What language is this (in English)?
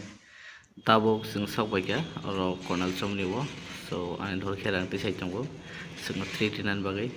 Kok Borok